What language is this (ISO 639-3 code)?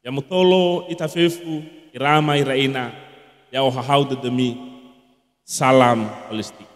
nia